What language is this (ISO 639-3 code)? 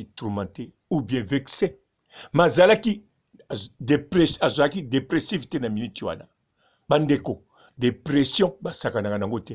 lin